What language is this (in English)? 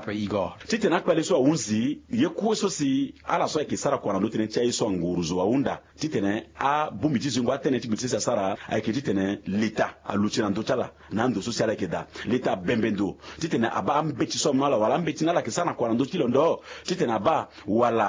Sango